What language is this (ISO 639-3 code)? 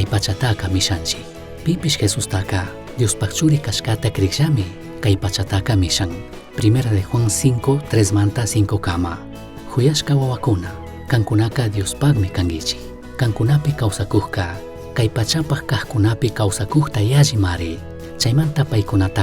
qug